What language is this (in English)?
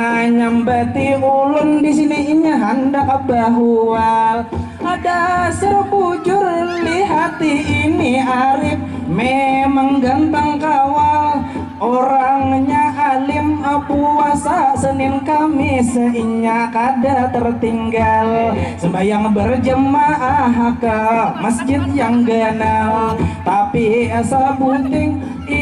Banjar